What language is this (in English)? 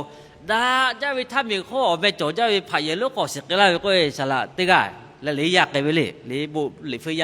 Lahu